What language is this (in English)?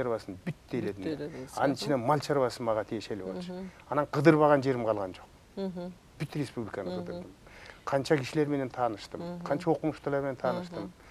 Kyrgyz